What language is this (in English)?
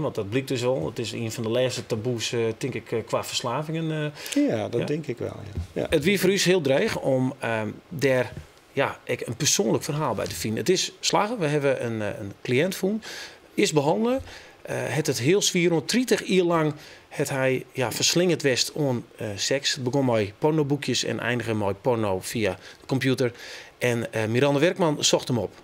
Western Frisian